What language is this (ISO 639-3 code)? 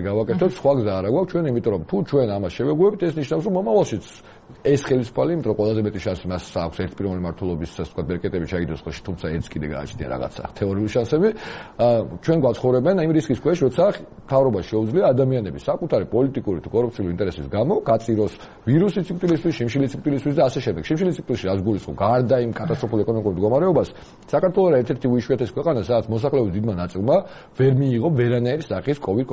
kat